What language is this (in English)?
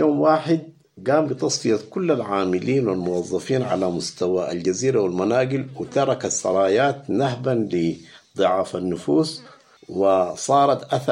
Sudanese Arabic